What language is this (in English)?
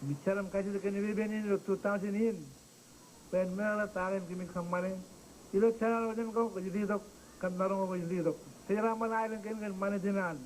Marshallese